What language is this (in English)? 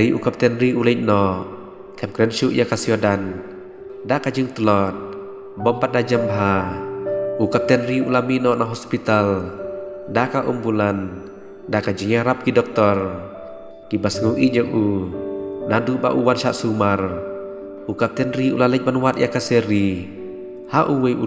Khasi